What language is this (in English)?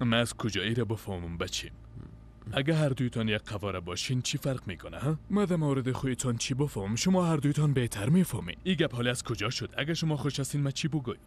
Persian